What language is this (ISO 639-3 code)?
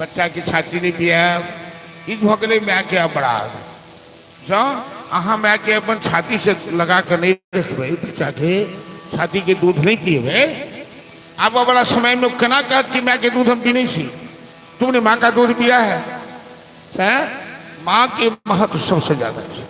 mai